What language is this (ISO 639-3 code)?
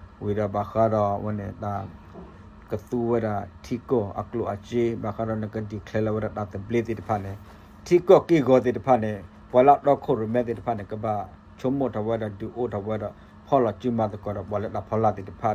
ksw